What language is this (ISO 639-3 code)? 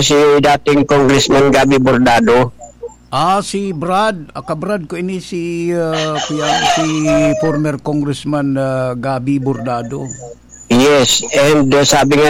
bik